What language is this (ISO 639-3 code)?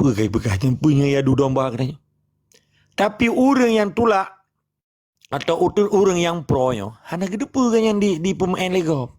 ace